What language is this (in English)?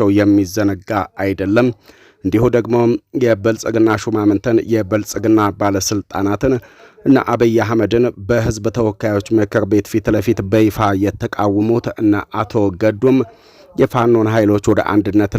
Amharic